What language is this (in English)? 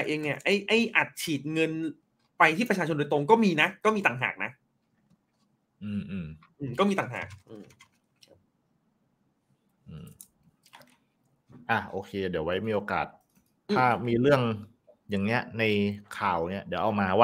Thai